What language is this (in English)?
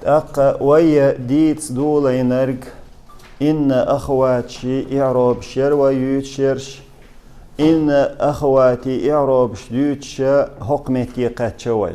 Chechen